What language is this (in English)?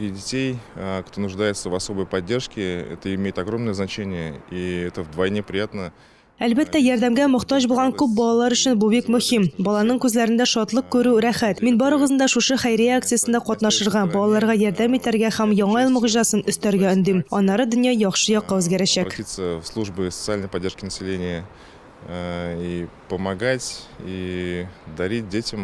Tatar